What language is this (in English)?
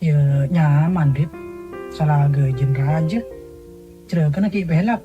Madurese